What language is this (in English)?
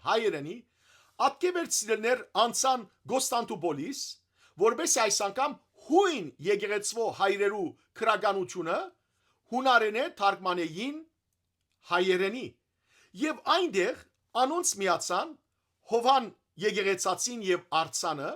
Western Armenian